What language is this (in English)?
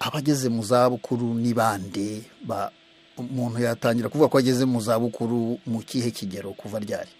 Kinyarwanda